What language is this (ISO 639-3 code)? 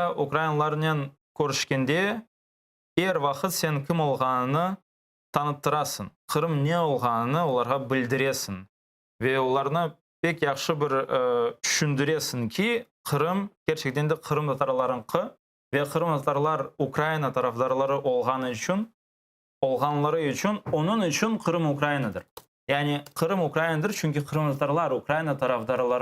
crh